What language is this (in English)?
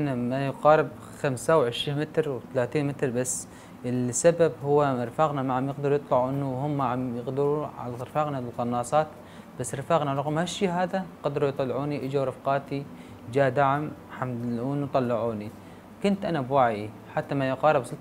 North Levantine Arabic